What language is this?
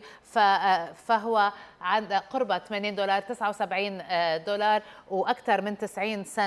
Arabic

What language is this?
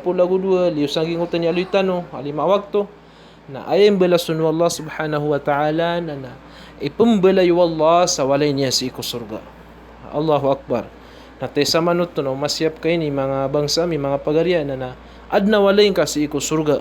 Maranao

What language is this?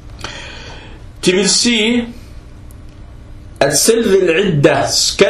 Danish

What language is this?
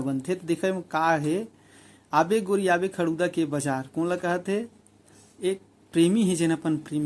Chhattisgarhi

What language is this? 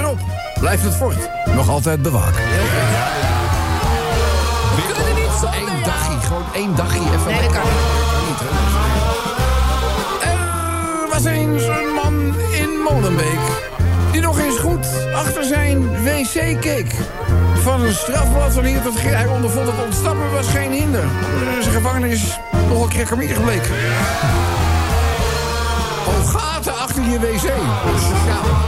Dutch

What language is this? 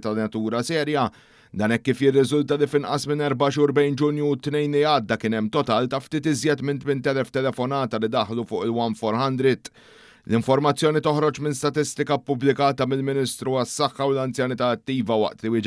Maltese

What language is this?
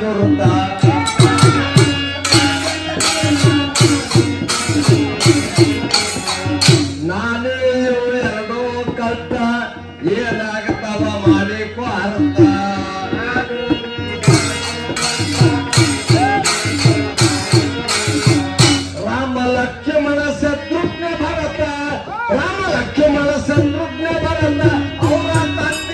Kannada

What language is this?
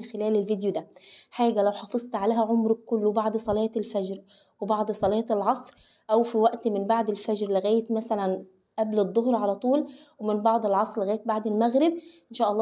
Egyptian Arabic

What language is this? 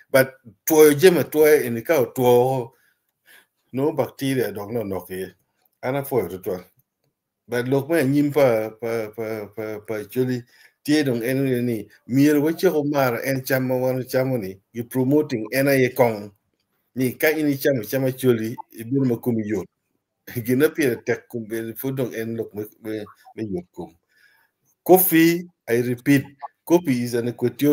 Acoli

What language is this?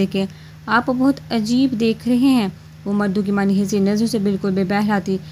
Urdu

